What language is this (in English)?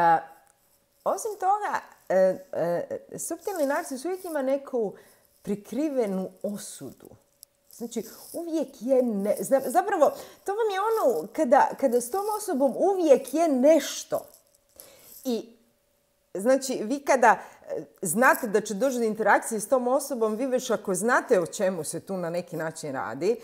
Croatian